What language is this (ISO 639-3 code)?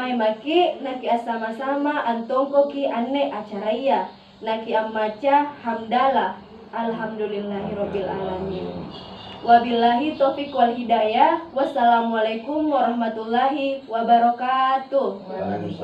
mak